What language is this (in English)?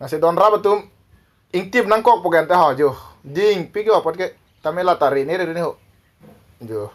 Karbi